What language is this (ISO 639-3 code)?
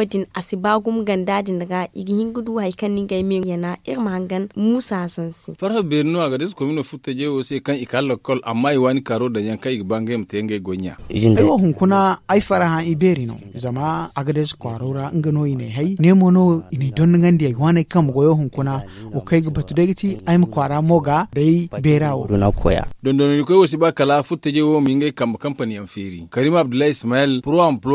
dje